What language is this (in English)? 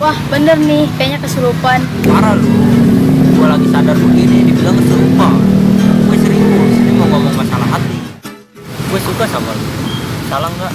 Betawi